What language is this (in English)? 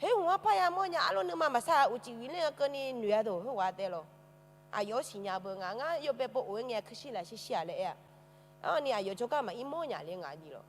Akha